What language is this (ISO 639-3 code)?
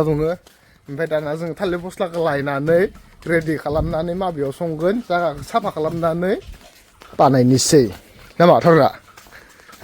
brx